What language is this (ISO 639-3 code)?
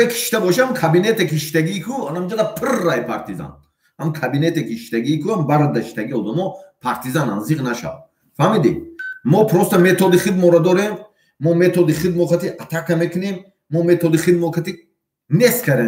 tgk